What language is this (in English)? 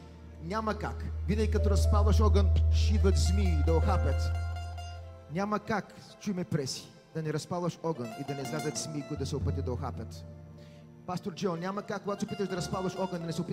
Bulgarian